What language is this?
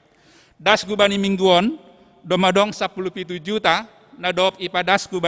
Batak Simalungun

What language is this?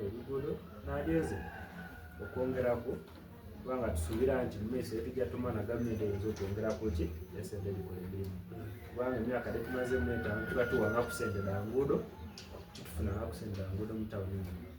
Soga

